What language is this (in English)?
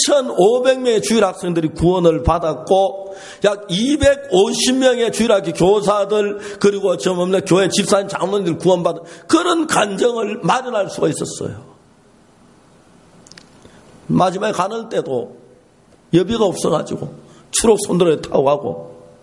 Korean